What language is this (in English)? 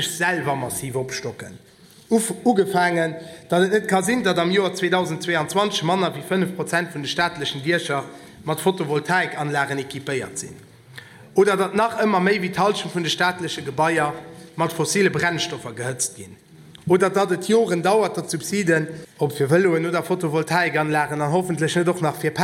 Luxembourgish